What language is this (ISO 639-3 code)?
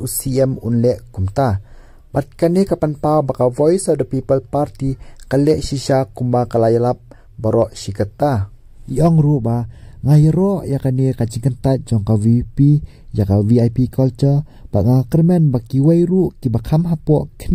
kha